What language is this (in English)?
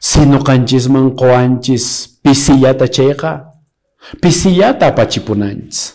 Quechua